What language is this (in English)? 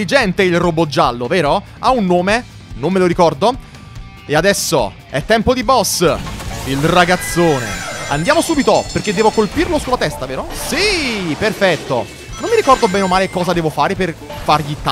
Italian